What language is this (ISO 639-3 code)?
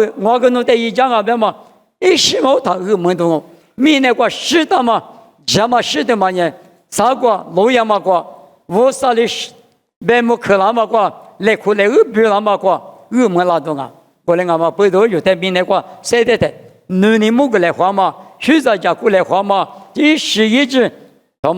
lis